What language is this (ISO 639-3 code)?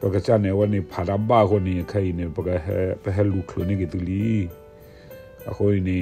ksw